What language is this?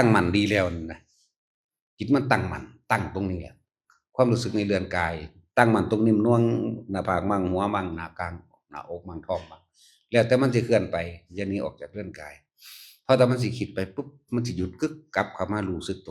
Northeastern Thai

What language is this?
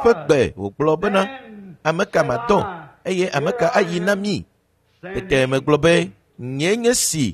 Ewe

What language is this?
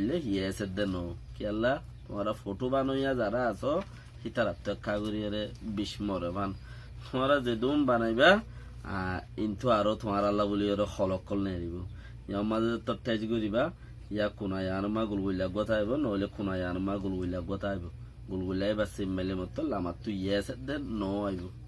Rohingya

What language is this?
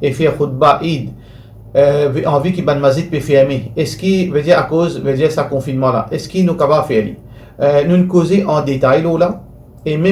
Morisyen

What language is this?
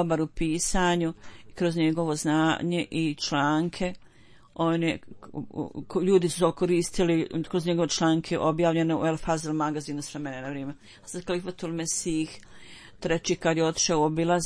Bosnian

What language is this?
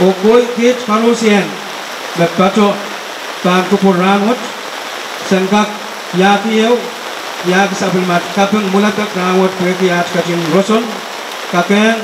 Pohnpeian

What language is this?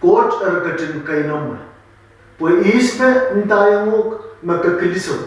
Pohnpeian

